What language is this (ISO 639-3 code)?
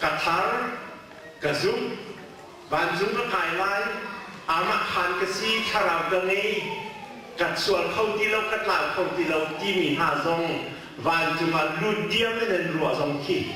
cnh